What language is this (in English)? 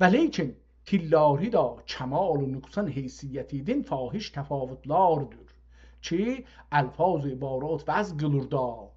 South Azerbaijani